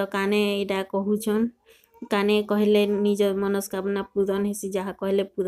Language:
Sambalpuri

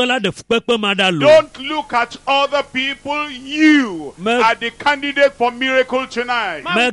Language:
Ewe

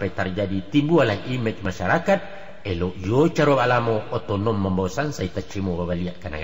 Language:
Minangkabau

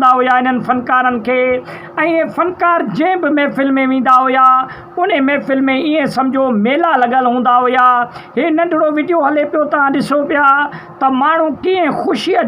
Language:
Sindhi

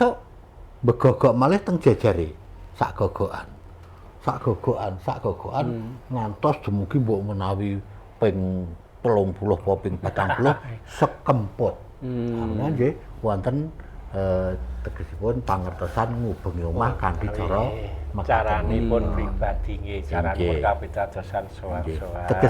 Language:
Javanese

